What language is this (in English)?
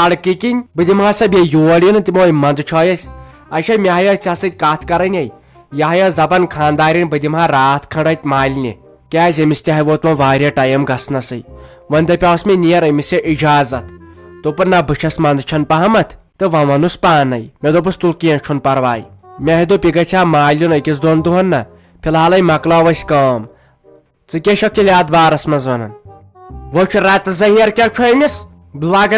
Kashmiri